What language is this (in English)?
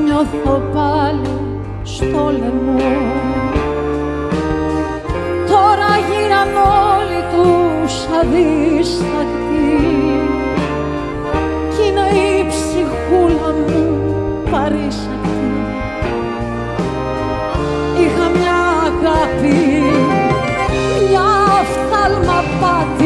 Greek